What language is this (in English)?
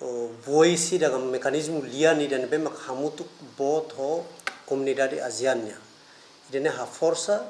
Tetum